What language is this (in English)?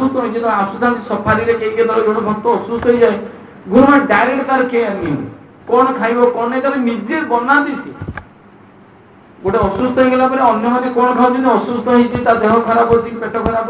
Odia